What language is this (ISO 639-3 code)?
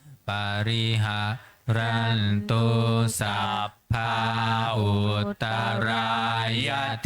pli